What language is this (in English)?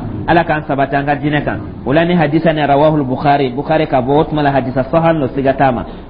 Dyula